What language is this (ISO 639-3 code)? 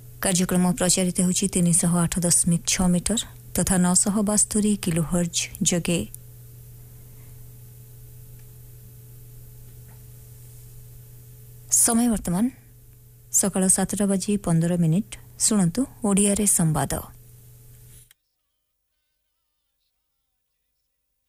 ori